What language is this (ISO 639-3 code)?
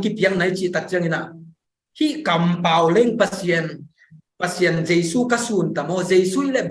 ctd